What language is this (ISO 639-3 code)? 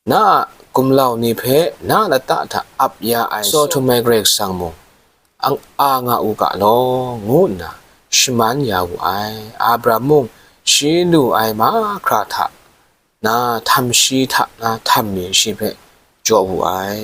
kac